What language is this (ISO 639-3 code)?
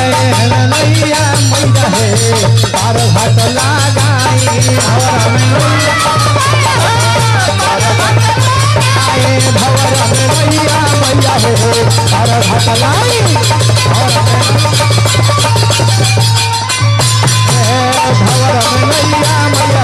bho